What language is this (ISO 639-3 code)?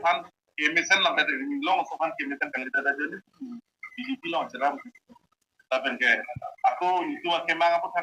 mjw